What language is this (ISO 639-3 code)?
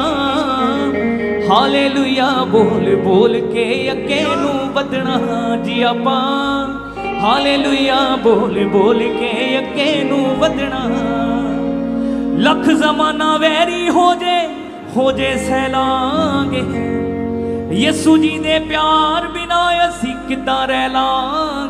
pan